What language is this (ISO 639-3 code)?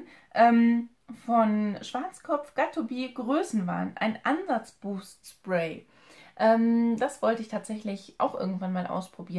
deu